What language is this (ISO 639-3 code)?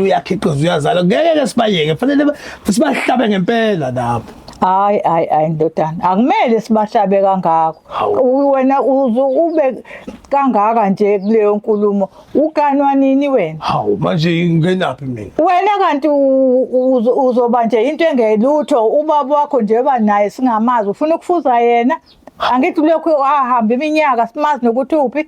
zul